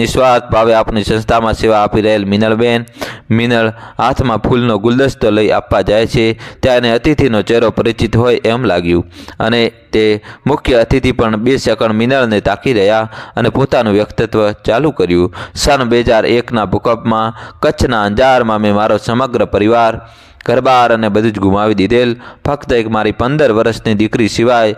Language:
Gujarati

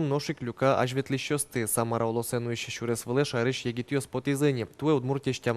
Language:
Udmurt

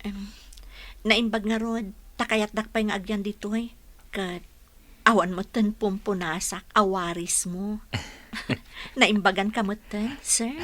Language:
Iloko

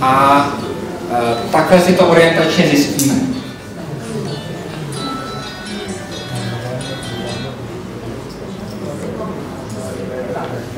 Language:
Czech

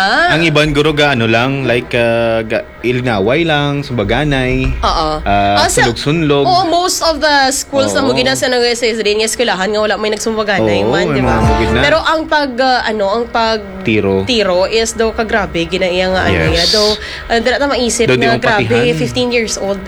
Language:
Hiligaynon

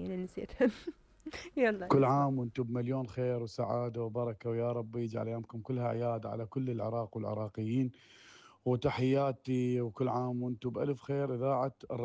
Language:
Mesopotamian Arabic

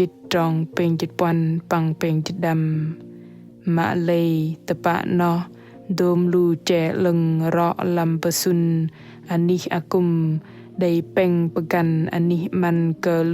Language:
Bahnar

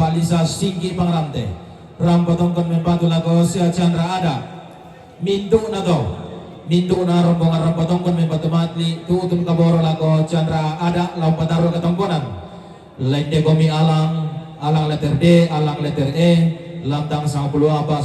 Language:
Toraja-Sa'dan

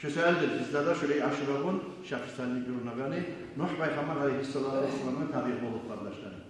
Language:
Kumyk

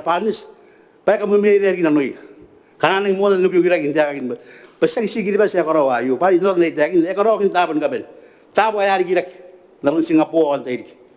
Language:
Gilbertese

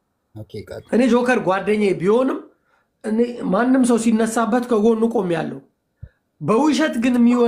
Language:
Amharic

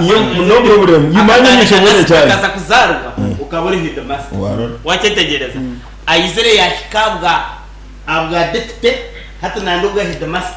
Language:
Nyankole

